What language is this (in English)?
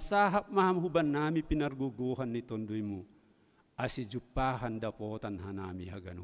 Batak Simalungun